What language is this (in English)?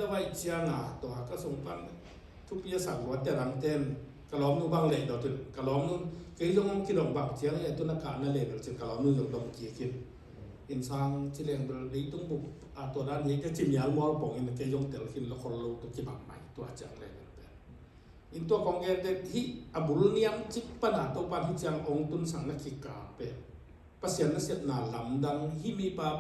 Tedim Chin